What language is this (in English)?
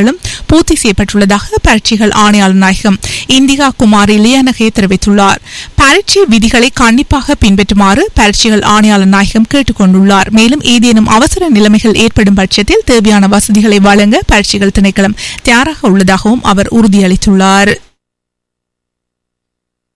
Tamil